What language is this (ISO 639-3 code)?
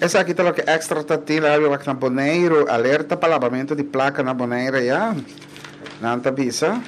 pap